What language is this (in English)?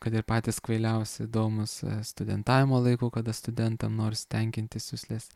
Lithuanian